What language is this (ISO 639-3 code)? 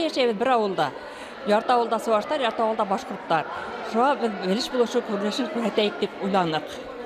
bak